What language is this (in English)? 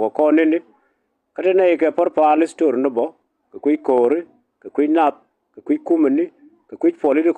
Nuer